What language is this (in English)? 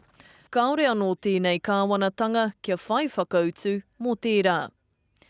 Māori